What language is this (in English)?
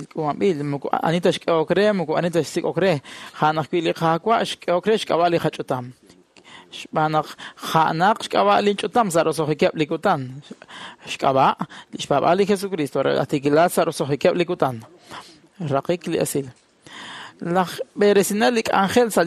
Kekchí